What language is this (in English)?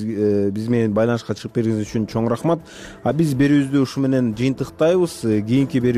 Kyrgyz